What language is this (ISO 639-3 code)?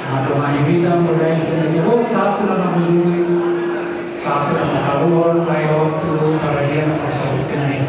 bbc